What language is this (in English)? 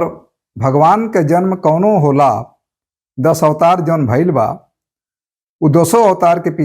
Bhojpuri